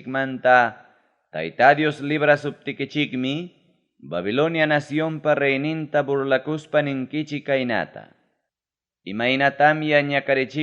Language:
Ayacucho Quechua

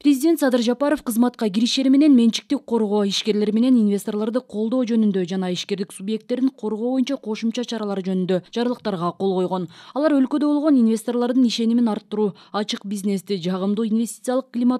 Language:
Kyrgyz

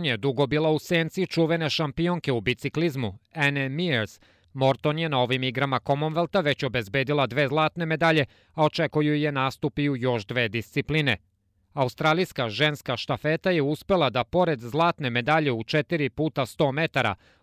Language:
Serbian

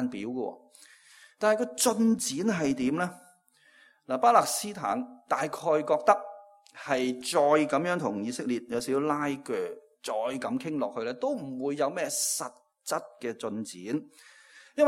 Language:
Cantonese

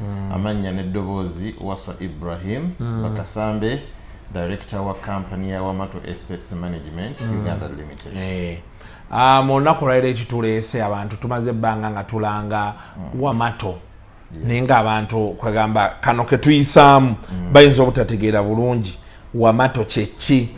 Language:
Ganda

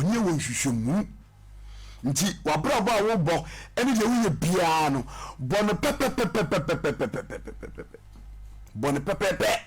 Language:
Akan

